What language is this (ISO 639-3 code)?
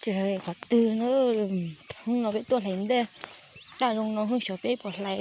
hmn